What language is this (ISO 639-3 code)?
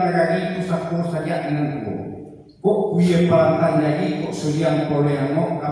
min